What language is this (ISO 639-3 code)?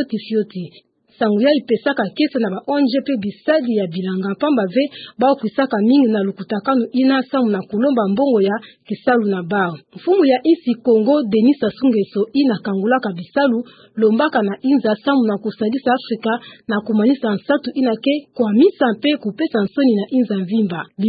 ktu